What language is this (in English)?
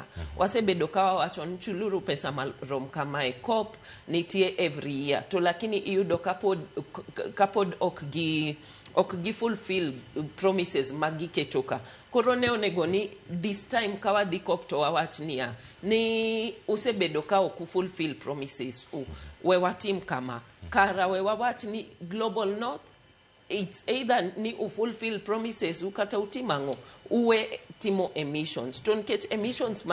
Luo (Kenya and Tanzania)